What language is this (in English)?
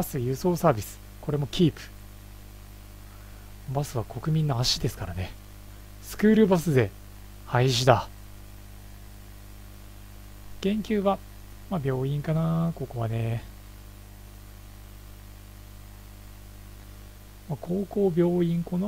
Japanese